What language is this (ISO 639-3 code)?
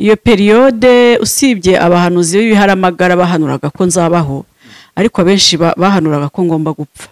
kin